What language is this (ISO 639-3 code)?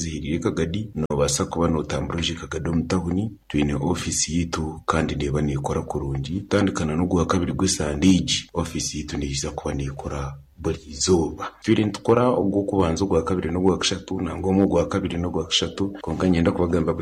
nyn